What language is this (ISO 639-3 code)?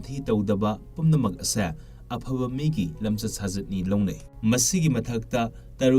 mni